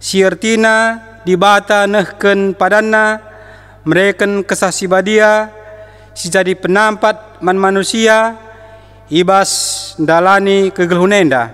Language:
Batak Karo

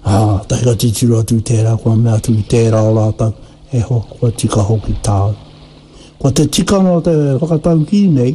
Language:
Māori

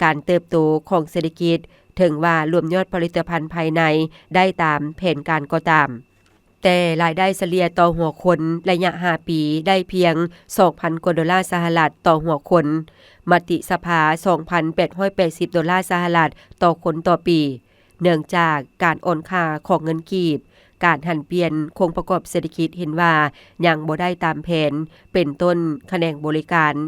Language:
Lao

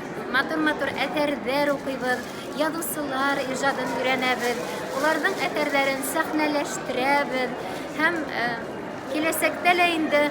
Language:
Bashkir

